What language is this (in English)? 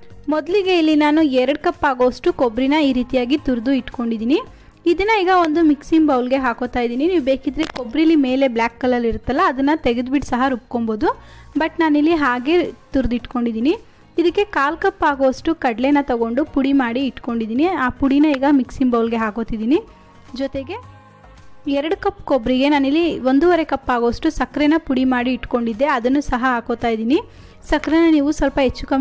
Kannada